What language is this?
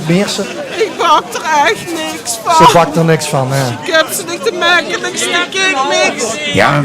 Limburgish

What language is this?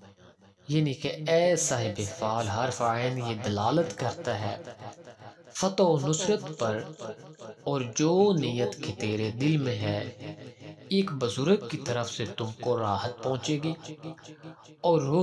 Urdu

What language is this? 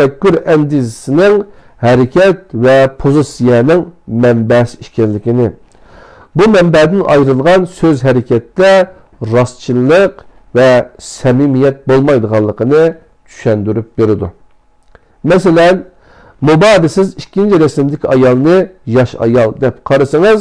Uyghur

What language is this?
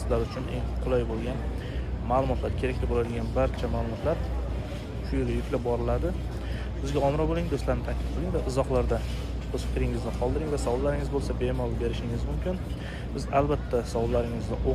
Uzbek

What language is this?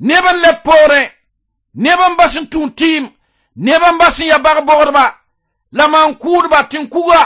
Mossi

